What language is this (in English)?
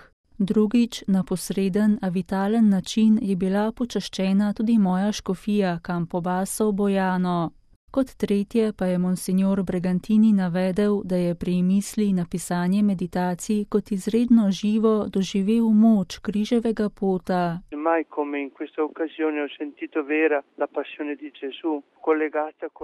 Slovenian